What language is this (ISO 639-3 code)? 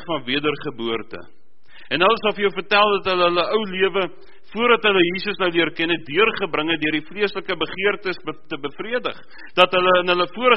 afr